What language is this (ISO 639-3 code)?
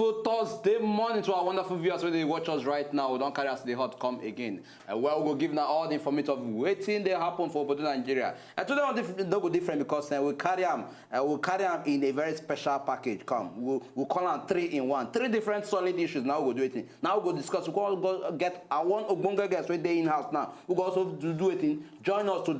pcm